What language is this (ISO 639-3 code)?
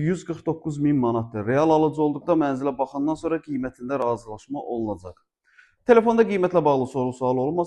aze